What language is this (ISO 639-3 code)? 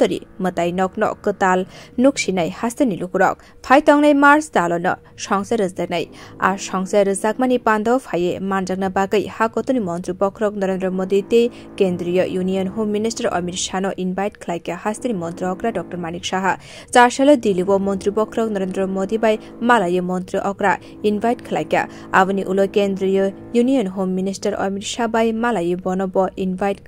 trp